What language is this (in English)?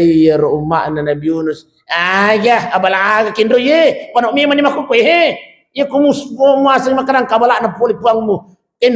Buginese